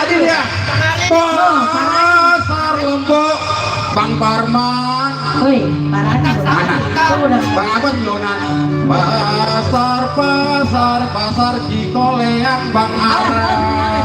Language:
Betawi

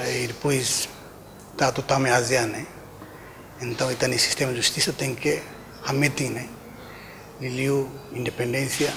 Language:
Tetum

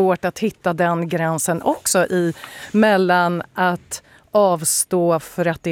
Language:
Swedish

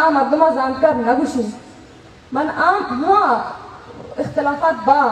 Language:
Baluchi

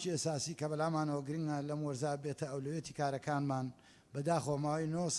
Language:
Central Kurdish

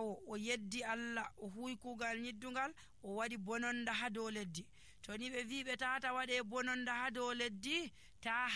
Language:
Nigerian Fulfulde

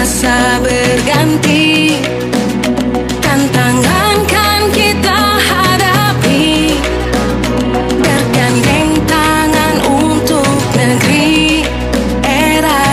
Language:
Indonesian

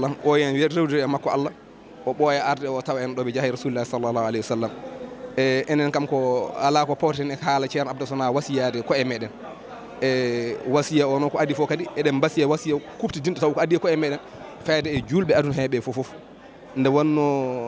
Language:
Fula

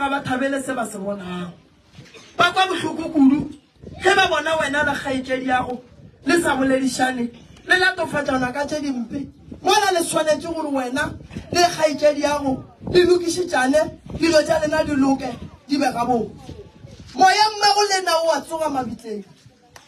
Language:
Northern Sotho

